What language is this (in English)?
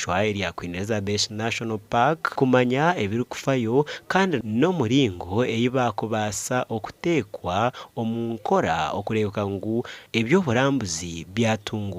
Nyankole